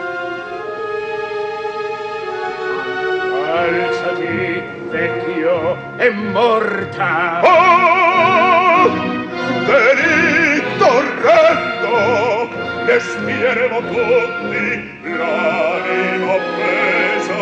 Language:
Italian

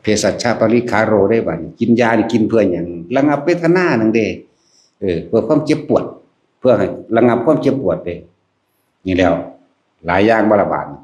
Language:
Lao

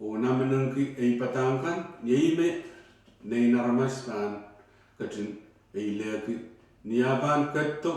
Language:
Pohnpeian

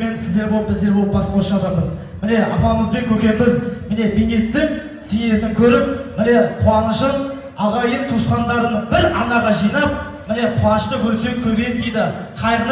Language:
Kazakh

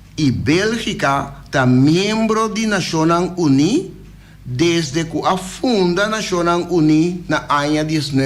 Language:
Papiamento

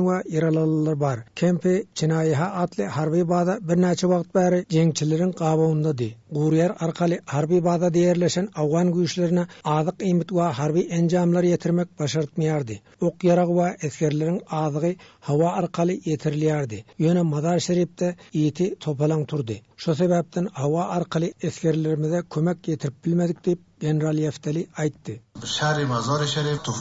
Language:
Turkmen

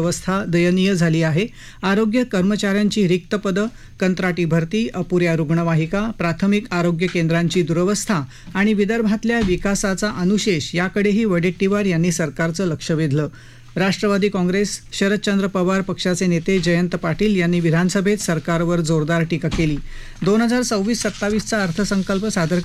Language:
Marathi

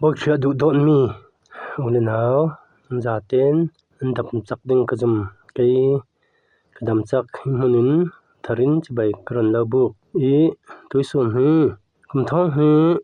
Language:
Falam Chin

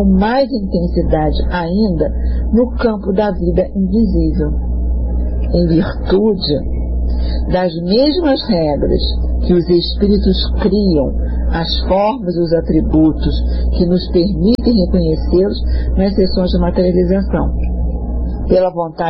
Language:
Portuguese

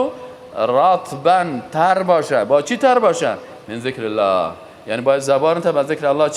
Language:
Persian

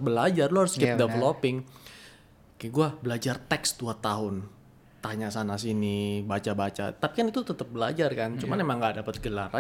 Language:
Indonesian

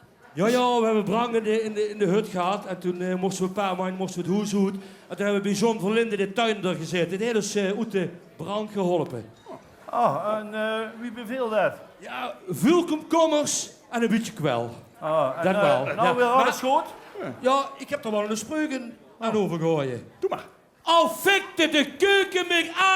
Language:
Limburgish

